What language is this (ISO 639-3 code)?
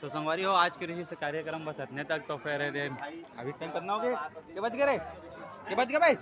hne